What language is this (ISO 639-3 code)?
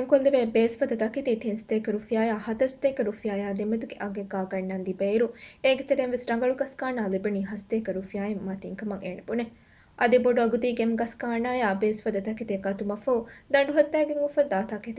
div